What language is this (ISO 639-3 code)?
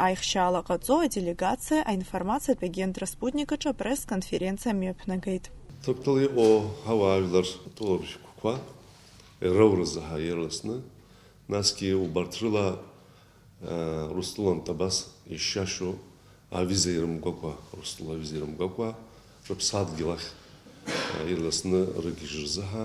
abk